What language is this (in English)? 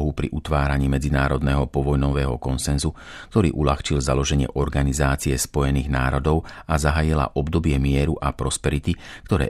Slovak